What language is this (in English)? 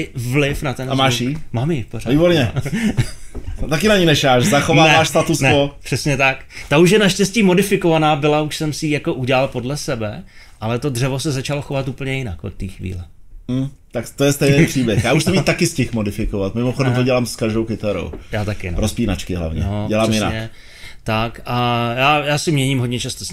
Czech